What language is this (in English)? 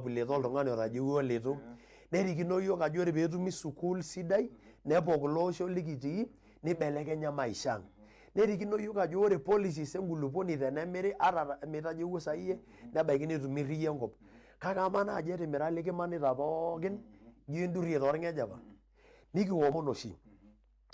Masai